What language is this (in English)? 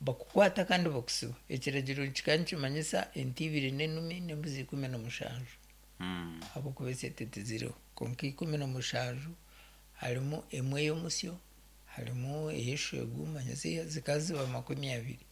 Nyankole